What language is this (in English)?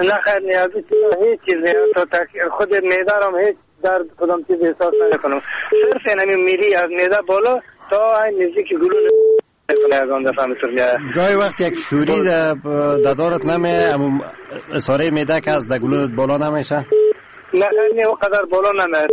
Persian